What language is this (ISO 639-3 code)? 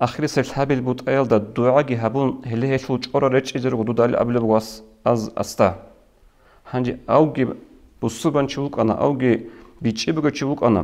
ava